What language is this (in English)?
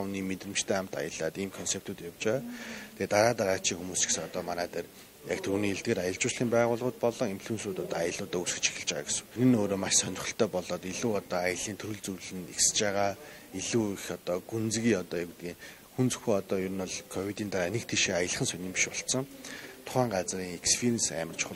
Mongolian